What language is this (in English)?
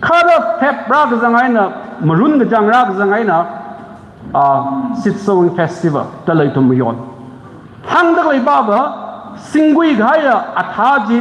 Tangkhul Naga (India)